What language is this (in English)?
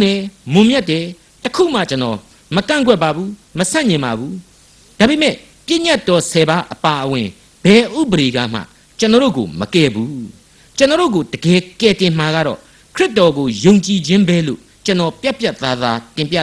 Burmese